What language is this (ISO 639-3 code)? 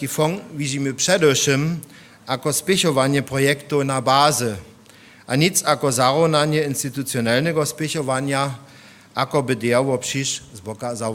hsb